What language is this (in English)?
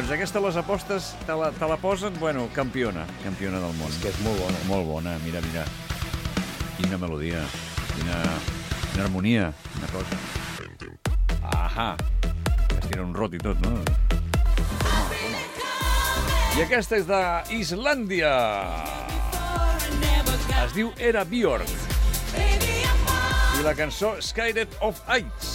Catalan